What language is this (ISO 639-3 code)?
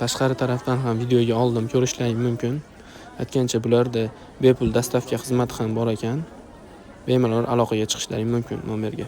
uzb